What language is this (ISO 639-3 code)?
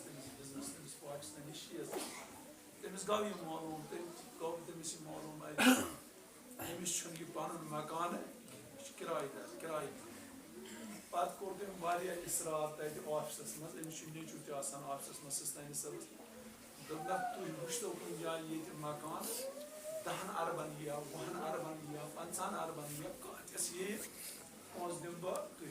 kas